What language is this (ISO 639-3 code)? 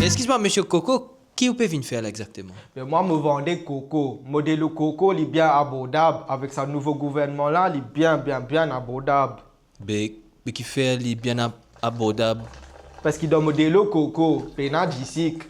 mfe